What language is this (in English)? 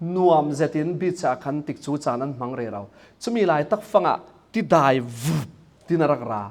Falam Chin